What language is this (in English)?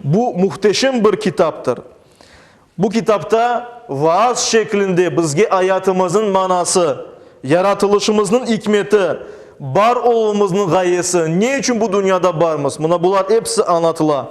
Crimean Tatar